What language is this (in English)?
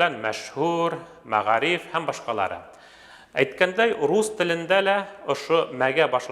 Bashkir